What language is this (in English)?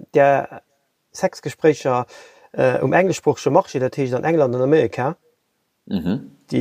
Luxembourgish